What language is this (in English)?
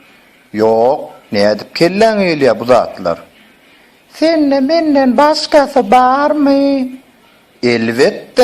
Turkmen